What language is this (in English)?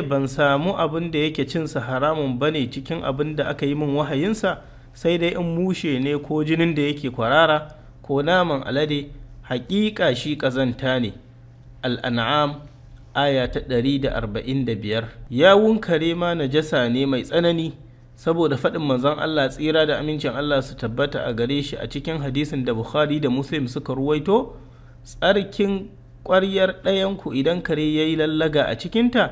Hausa